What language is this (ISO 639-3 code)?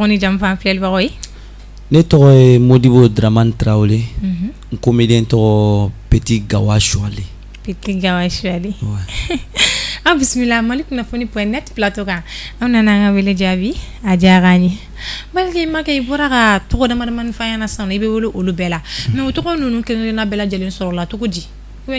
bam